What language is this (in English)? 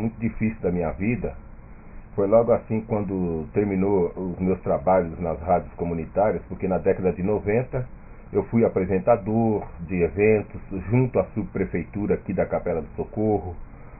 Portuguese